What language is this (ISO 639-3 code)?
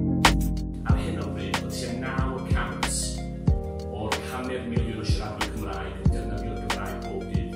cym